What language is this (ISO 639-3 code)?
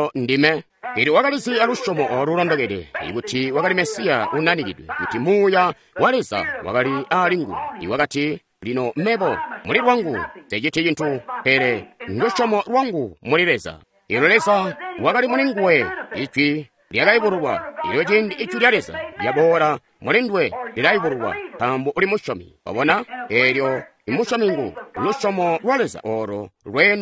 toi